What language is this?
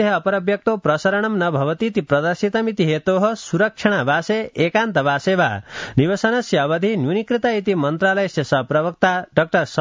Sanskrit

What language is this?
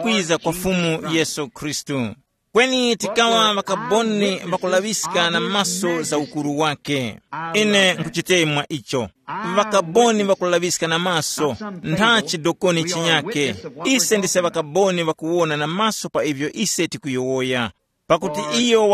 Tumbuka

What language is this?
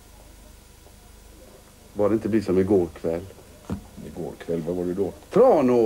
Swedish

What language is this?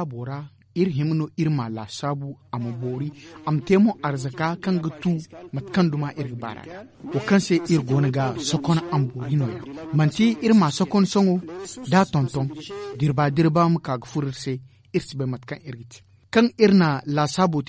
Zarma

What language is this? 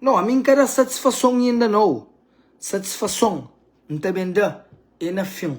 Kabuverdianu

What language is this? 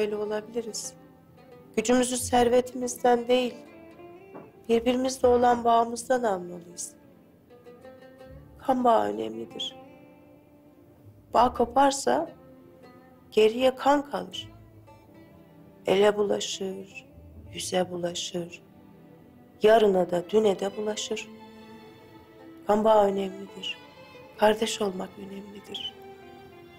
Turkish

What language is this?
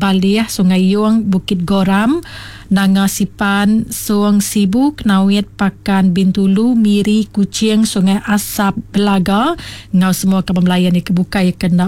Iban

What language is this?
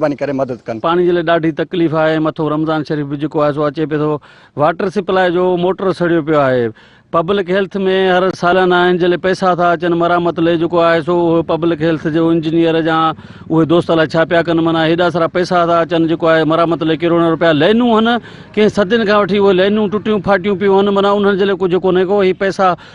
Sindhi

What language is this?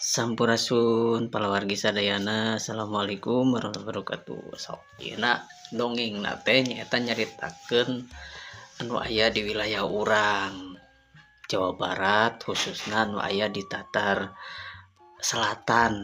Sundanese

